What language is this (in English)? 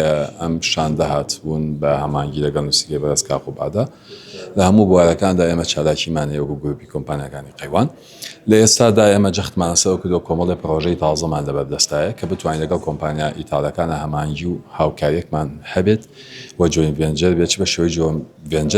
Central Kurdish